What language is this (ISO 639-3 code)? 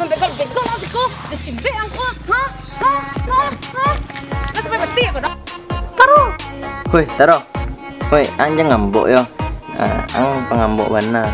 min